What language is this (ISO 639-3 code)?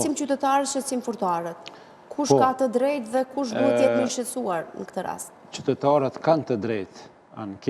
sqi